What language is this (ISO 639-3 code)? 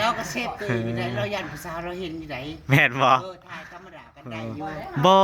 tts